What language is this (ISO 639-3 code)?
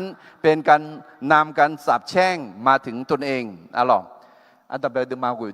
ahk